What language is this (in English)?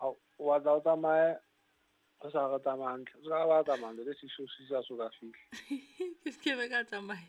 Southern Sotho